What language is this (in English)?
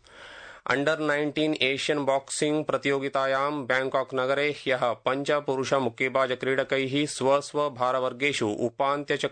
Sanskrit